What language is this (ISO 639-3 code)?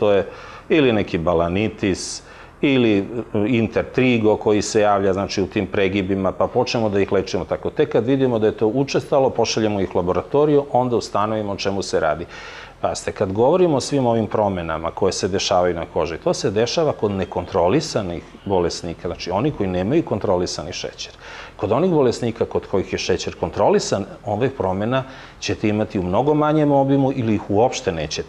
srp